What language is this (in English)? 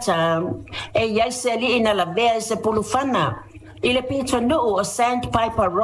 Samoan